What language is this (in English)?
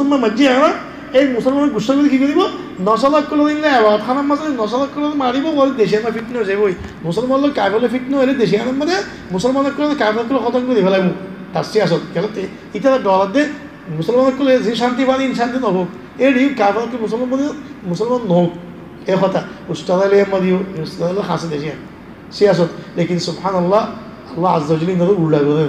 Rohingya